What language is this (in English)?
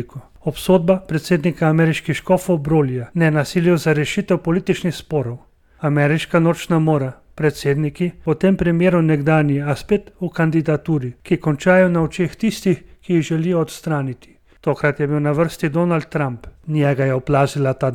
Slovenian